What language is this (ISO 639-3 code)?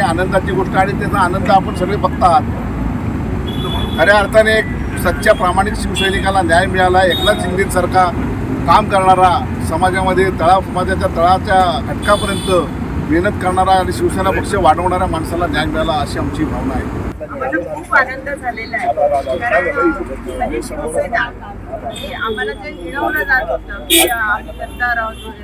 mar